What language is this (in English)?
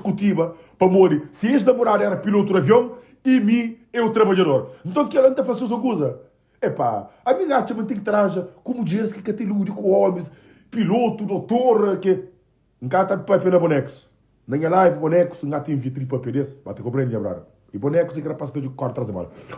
Kabuverdianu